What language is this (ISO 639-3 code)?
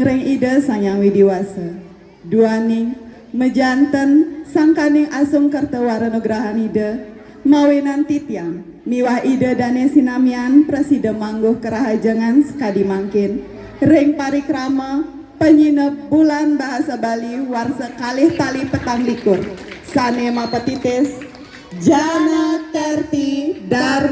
ban